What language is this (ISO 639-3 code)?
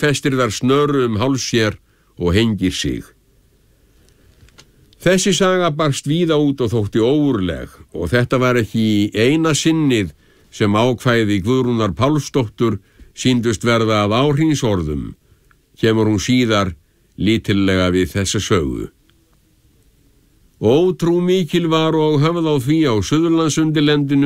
isl